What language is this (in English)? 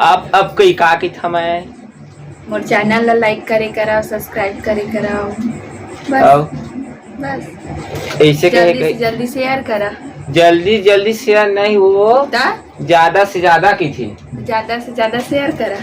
Chhattisgarhi